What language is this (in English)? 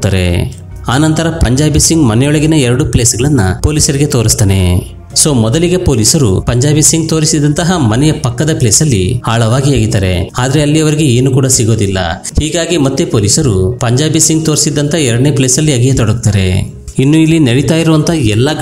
Kannada